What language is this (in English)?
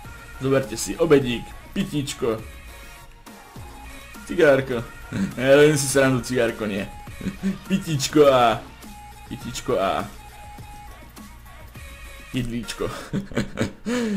Slovak